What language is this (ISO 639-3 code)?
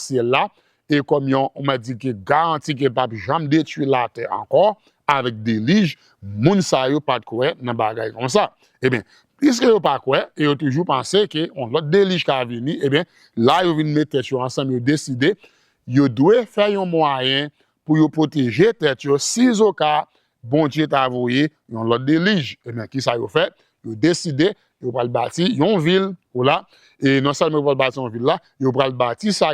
hat